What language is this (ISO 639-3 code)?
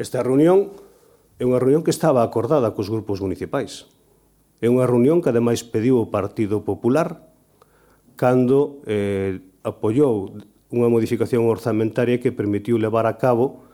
glg